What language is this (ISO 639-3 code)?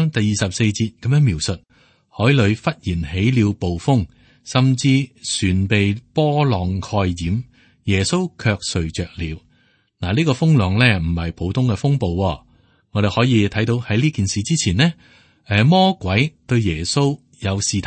yue